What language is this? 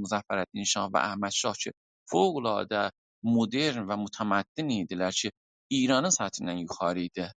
South Azerbaijani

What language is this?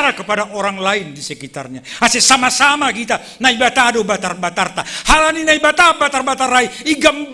Batak Simalungun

